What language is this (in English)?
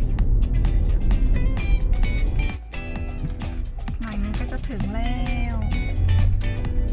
Thai